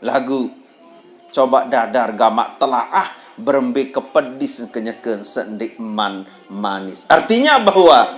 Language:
Sasak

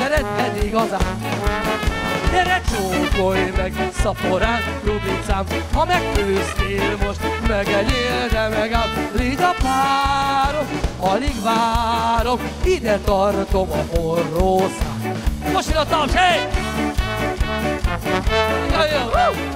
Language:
Hungarian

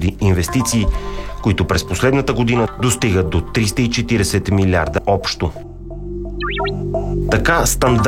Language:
Bulgarian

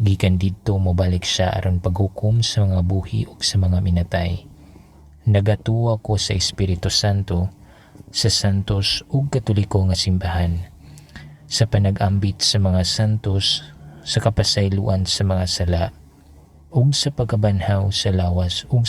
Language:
Cebuano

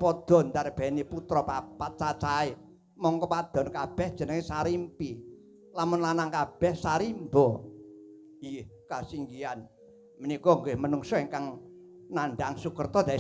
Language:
Javanese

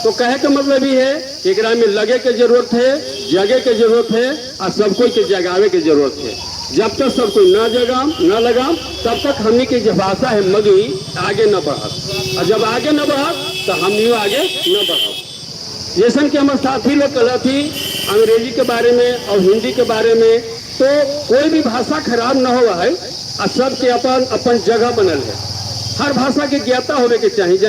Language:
Magahi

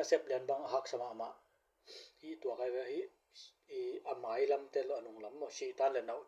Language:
Tedim Chin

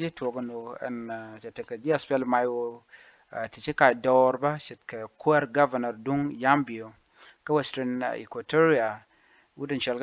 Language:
Nuer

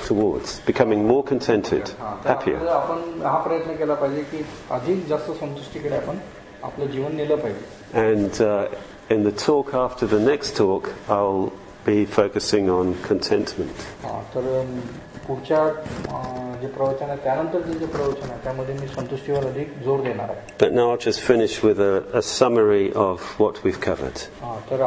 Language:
Marathi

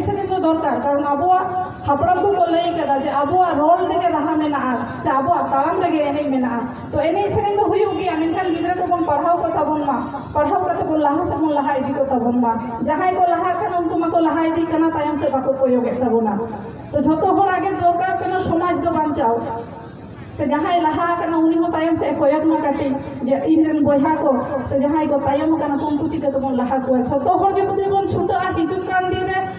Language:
Santali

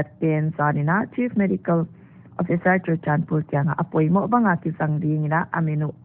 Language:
Paite Chin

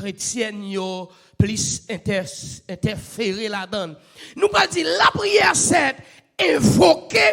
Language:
Haitian Creole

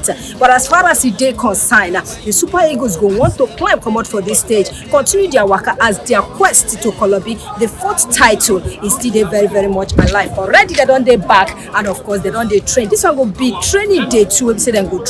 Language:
Nigerian Pidgin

